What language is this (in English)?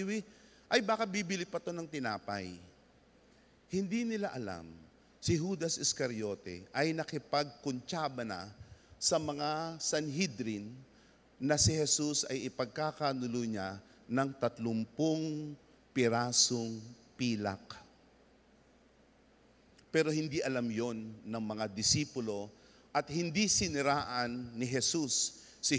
Filipino